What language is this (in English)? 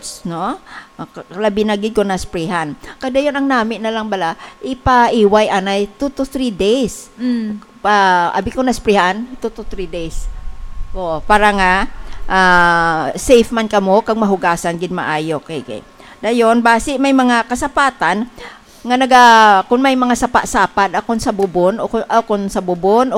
Hiligaynon